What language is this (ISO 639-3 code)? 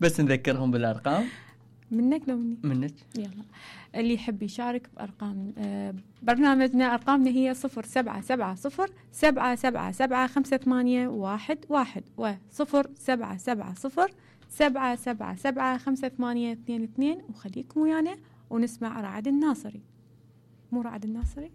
acm